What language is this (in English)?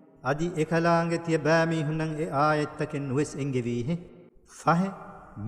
Divehi